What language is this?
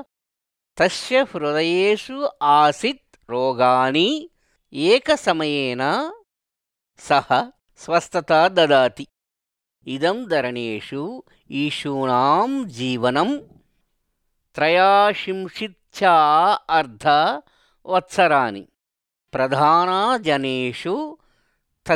Sanskrit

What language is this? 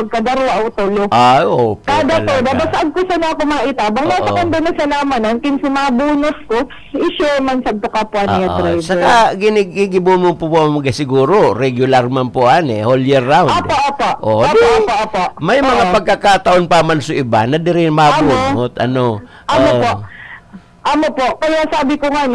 Bikol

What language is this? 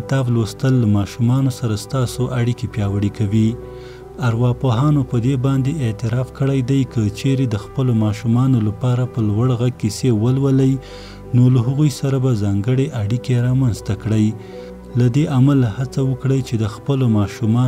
Pashto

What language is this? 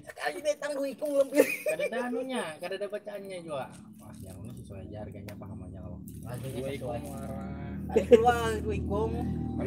Banjar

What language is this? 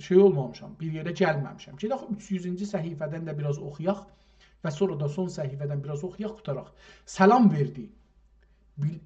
South Azerbaijani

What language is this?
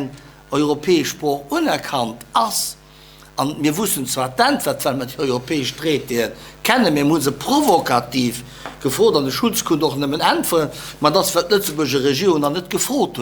Luxembourgish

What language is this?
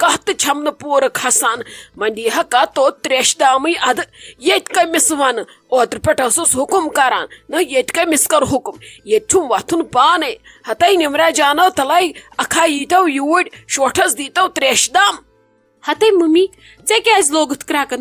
Kashmiri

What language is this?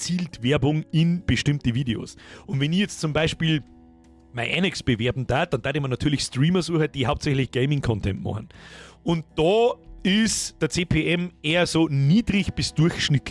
Bavarian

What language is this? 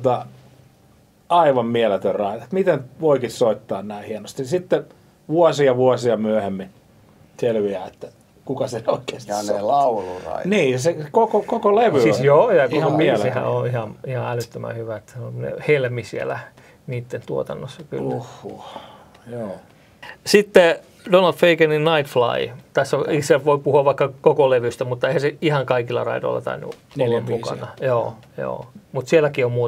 Finnish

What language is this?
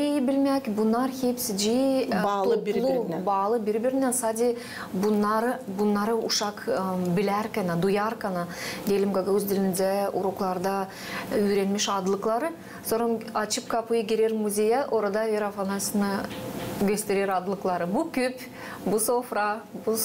Gagauz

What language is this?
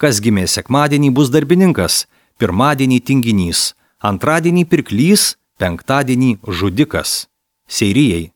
Lithuanian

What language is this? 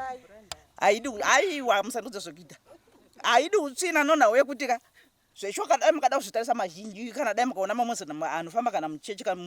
Shona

